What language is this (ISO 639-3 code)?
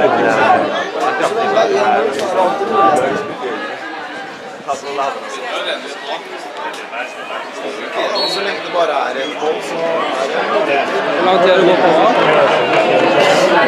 nor